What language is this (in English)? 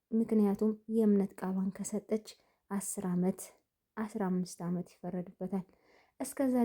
Amharic